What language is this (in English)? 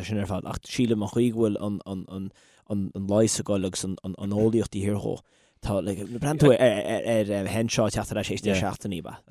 Irish